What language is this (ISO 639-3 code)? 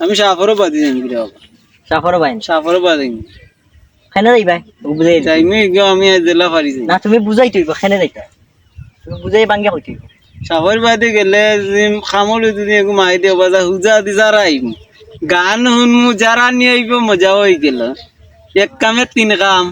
syl